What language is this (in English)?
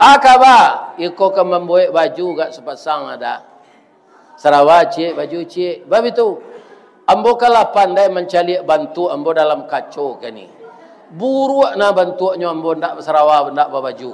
Minangkabau